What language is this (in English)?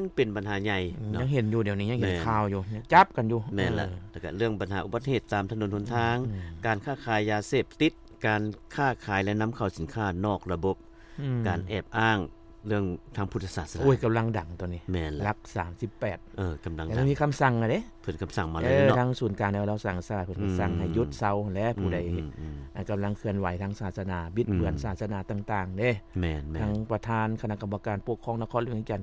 Lao